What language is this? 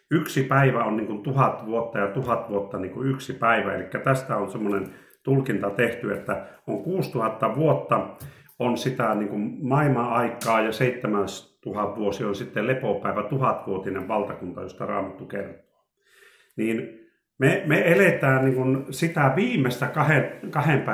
Finnish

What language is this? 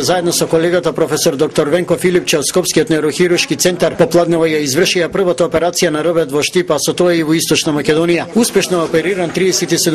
Macedonian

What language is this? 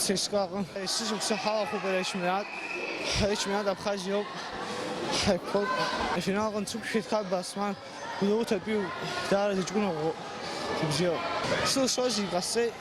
Abkhazian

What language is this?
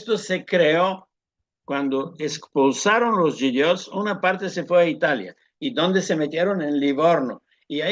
Ladino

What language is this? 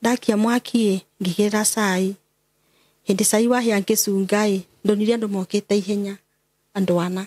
Kikuyu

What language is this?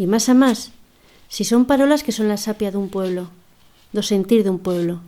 Aragonese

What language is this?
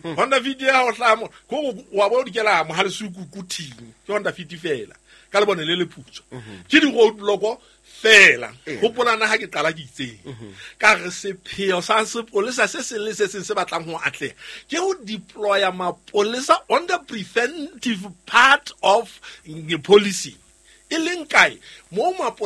Southern Sotho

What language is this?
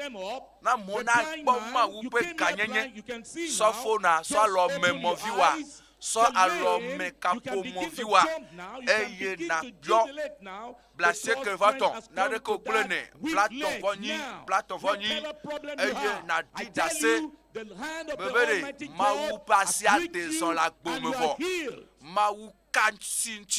Ewe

